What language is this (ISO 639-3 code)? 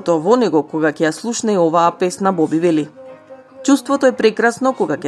mkd